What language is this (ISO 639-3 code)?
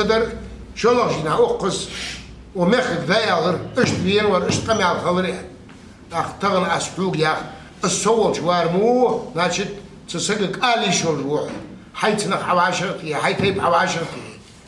inh